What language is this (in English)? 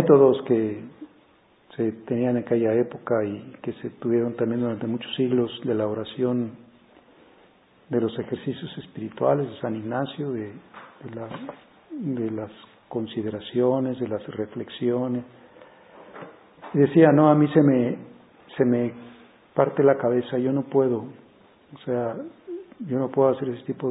Spanish